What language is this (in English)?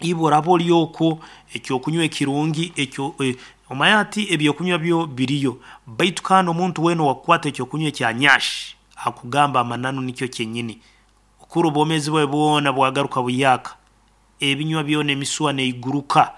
Nyoro